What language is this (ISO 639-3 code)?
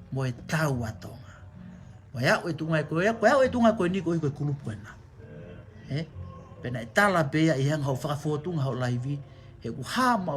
ton